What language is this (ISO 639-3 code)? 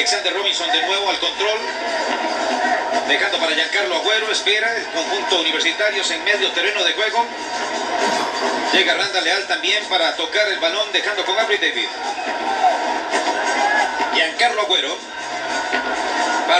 spa